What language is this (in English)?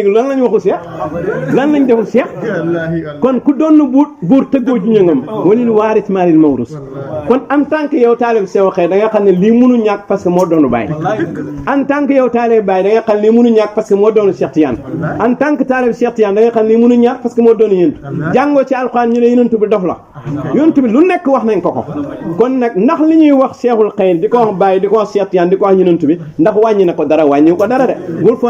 Wolof